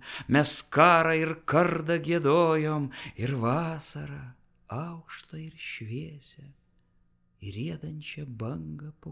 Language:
Lithuanian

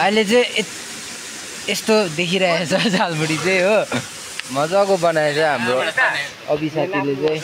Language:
Nepali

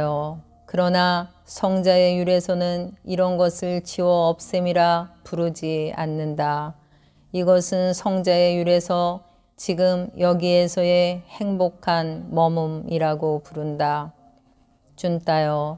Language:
Korean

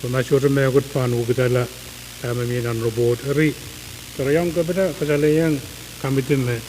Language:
Pohnpeian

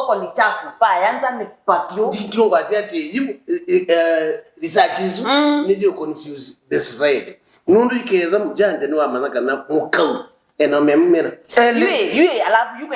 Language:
Kamba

